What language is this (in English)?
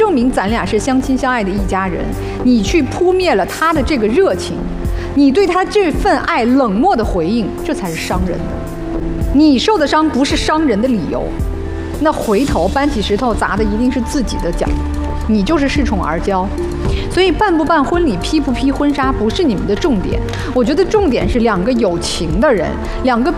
Chinese